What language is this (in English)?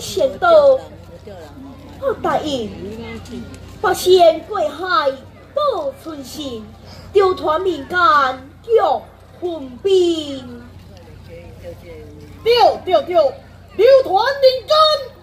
Chinese